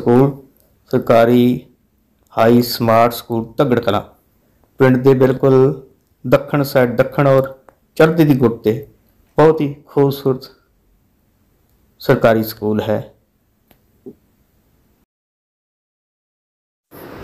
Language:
Punjabi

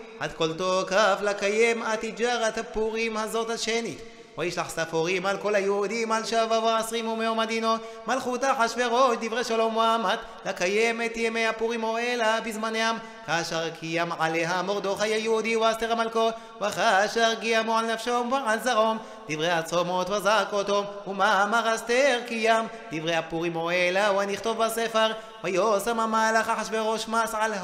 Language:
Hebrew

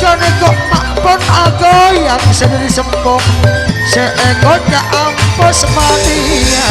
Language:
Madurese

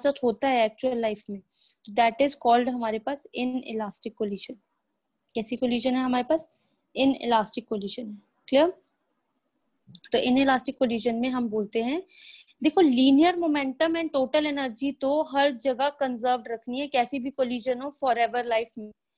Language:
Hindi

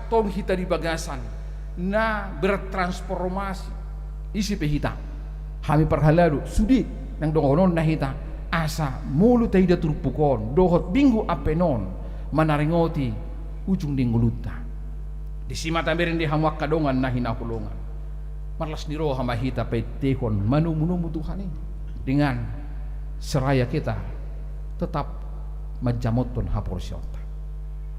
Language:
Batak Toba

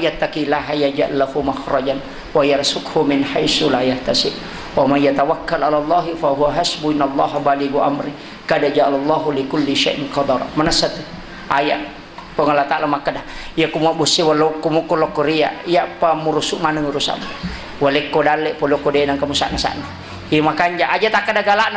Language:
Buginese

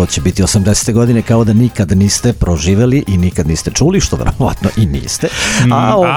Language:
Serbian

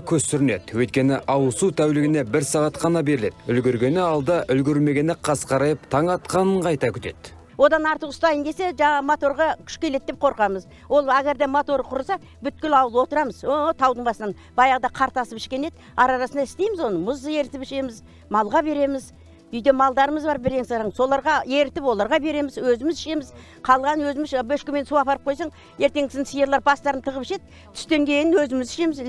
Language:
Kazakh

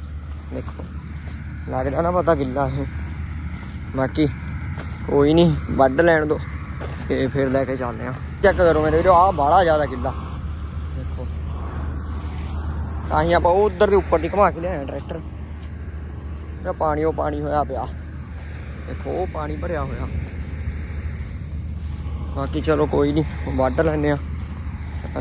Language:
Punjabi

